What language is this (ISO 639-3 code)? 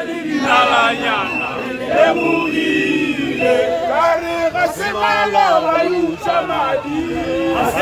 tsn